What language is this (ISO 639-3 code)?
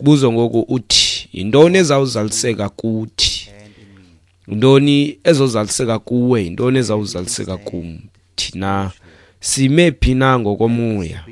xho